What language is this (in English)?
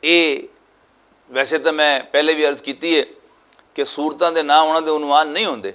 Western Panjabi